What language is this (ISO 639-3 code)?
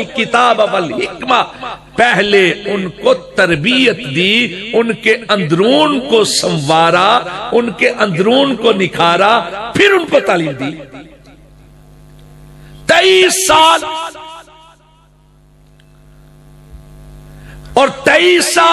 urd